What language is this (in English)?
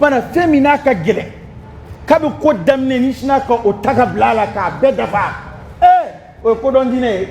Dyula